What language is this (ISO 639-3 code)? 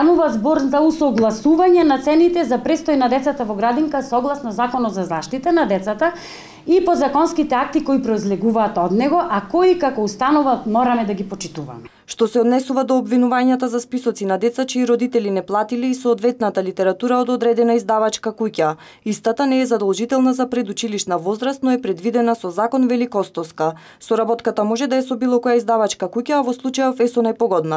mkd